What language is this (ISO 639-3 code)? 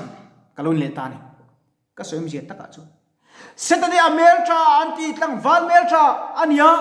lus